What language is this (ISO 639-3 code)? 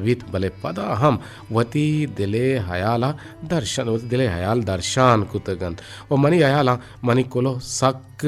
bgp